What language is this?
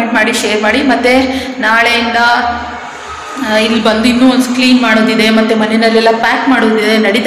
Kannada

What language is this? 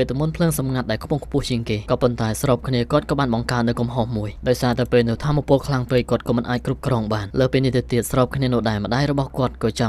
Khmer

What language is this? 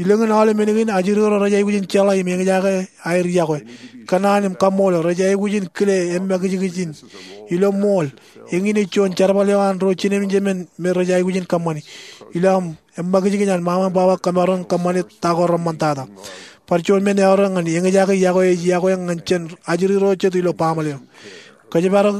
Marshallese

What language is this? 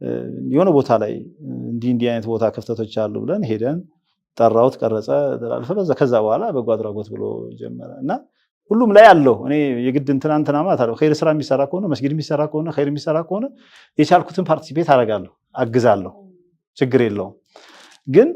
Amharic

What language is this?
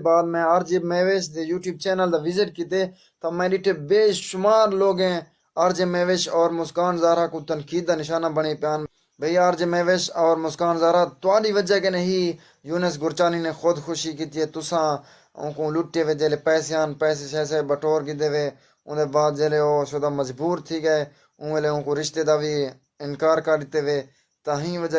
Saraiki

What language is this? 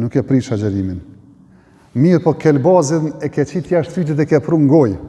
Albanian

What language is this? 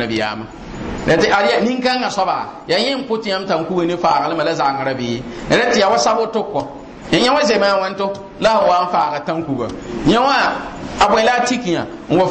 Mossi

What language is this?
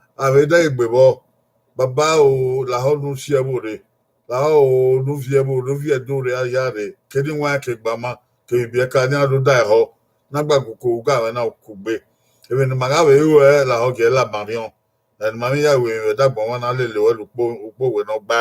Bini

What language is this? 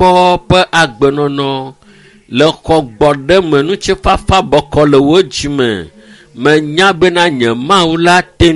Ewe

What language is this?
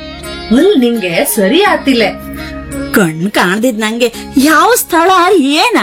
Kannada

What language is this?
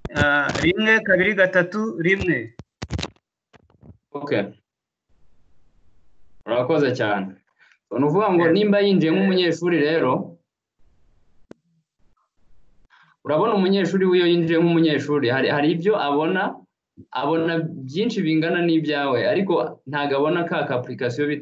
Kinyarwanda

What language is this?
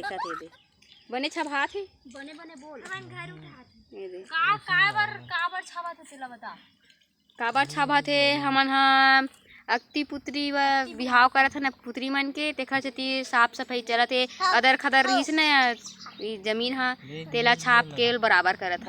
Chhattisgarhi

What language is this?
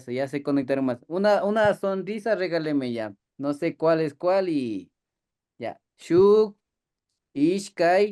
Imbabura Highland Quichua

